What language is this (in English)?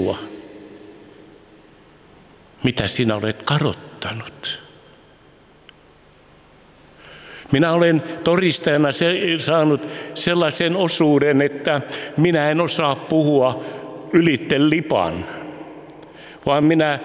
Finnish